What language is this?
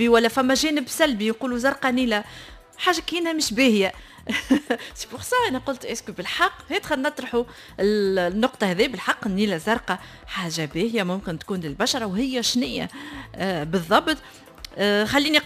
Tunisian Arabic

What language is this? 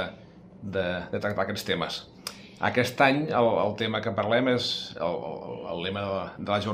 Catalan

